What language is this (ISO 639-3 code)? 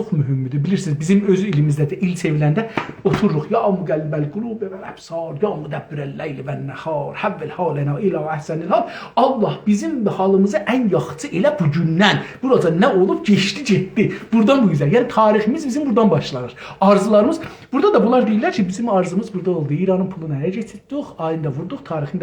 azb